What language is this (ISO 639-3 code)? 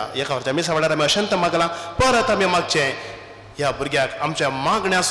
kok